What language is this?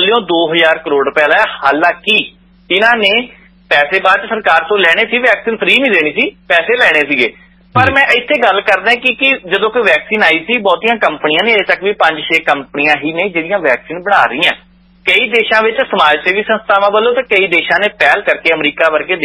Punjabi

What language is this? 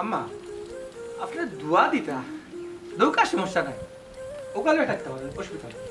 Sylheti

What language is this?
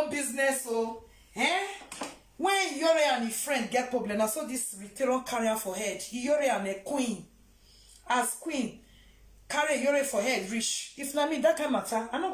Nigerian Pidgin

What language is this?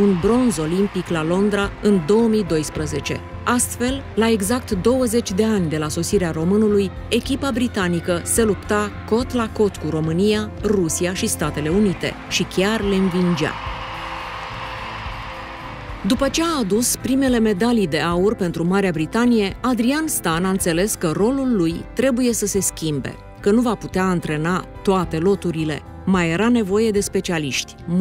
Romanian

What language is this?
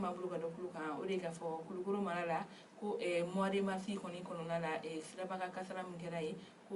Bambara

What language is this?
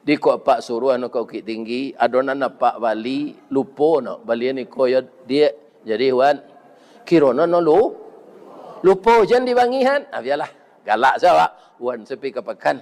Minangkabau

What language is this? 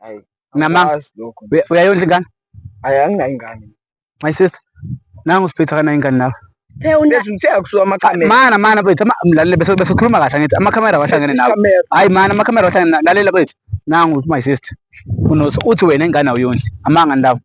Zulu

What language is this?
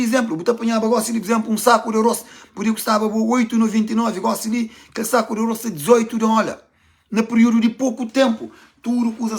Kabuverdianu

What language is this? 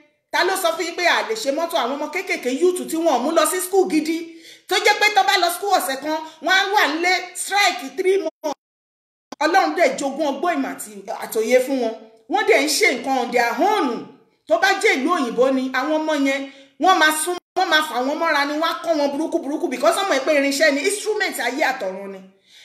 Yoruba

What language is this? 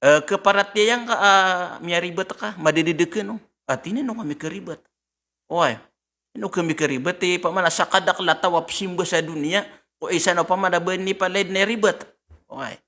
Maranao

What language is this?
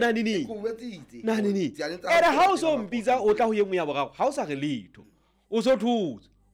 Southern Sotho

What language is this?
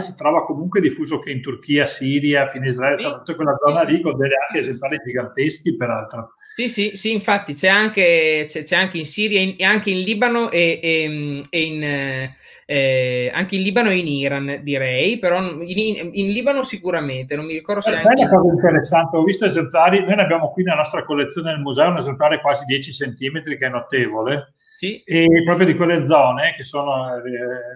Italian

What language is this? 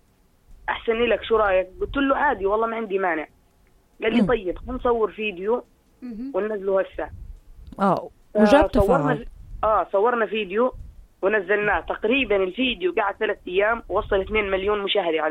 North Levantine Arabic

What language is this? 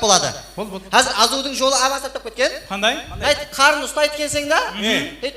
Kara-Kalpak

